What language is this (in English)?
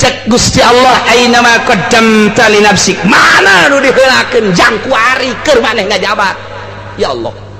Sundanese